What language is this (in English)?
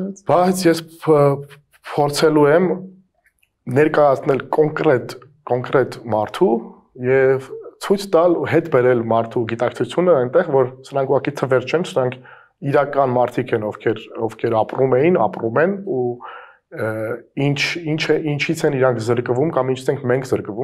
Armenian